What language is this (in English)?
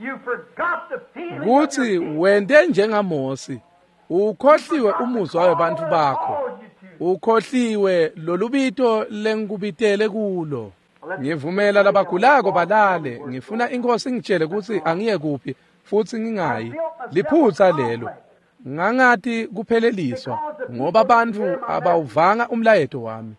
Swati